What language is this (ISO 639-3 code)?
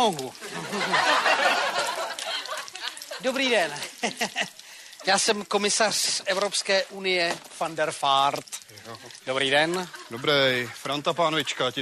ces